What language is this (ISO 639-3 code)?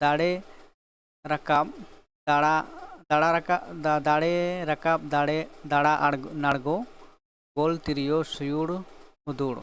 sat